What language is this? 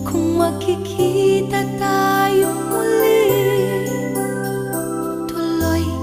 Filipino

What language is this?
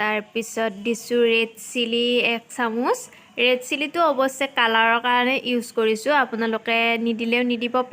Assamese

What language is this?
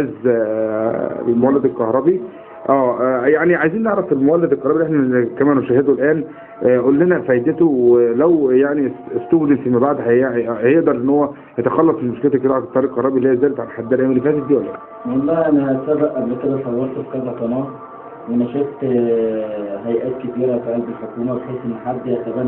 Egyptian Arabic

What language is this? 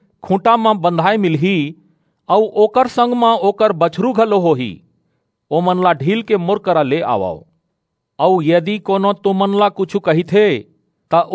Chhattisgarhi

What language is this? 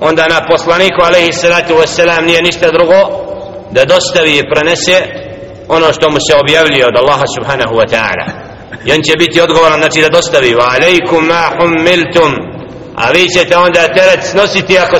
Bosnian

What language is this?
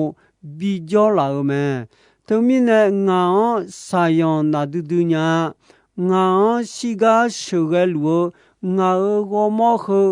Akha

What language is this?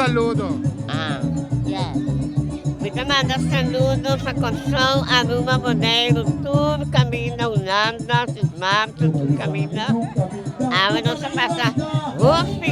Papiamento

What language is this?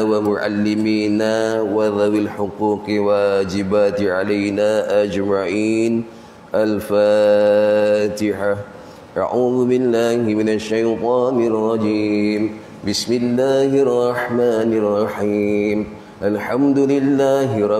Malay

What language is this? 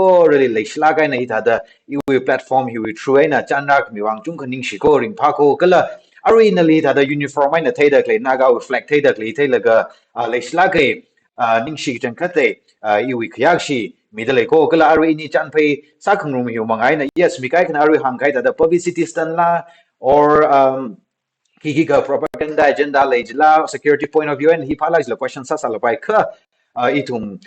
Tangkhul Naga (India)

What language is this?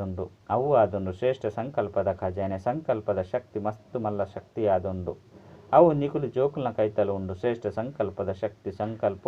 Tulu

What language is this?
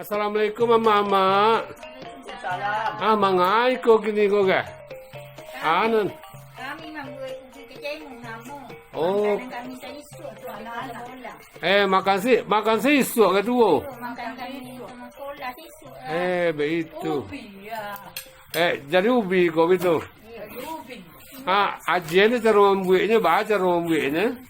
Minangkabau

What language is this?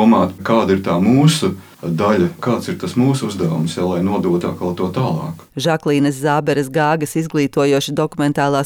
Latvian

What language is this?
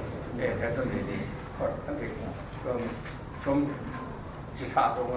Kachin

